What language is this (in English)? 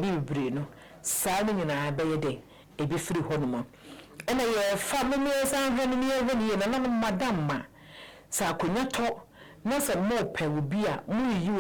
Akan